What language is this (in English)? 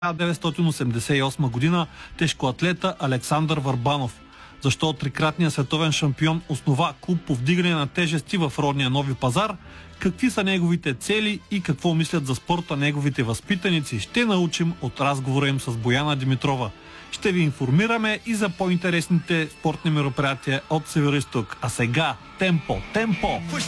Bulgarian